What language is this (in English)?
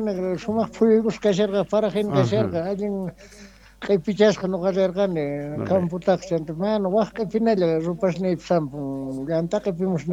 South Bolivian Quechua